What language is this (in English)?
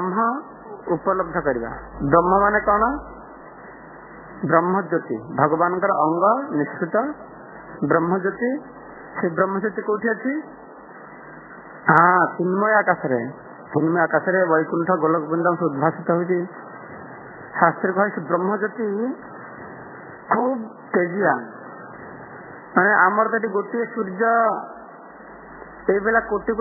Odia